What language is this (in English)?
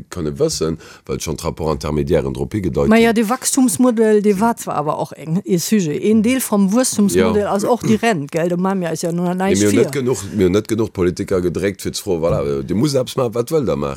Luxembourgish